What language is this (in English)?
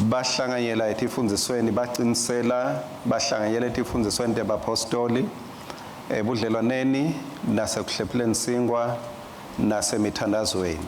Swati